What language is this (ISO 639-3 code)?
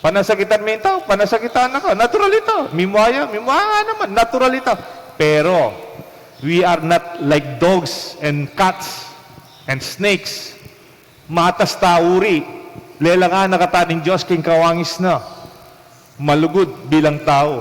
pam